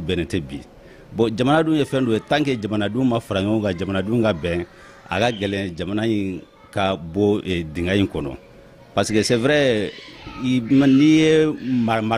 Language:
Bambara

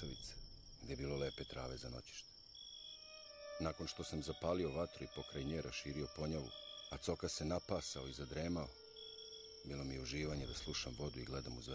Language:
Serbian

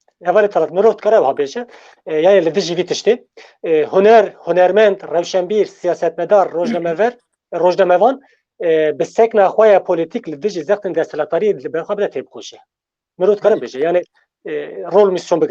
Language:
Kurdish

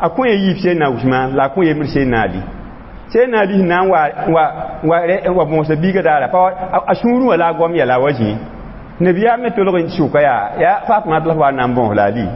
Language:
Mossi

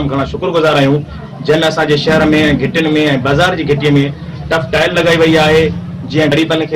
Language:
Sindhi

